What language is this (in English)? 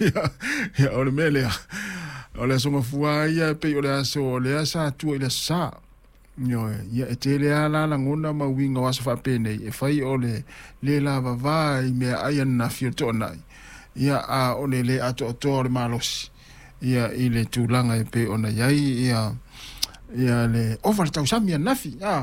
Samoan